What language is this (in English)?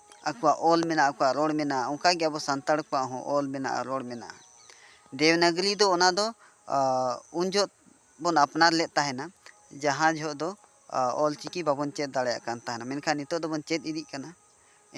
Santali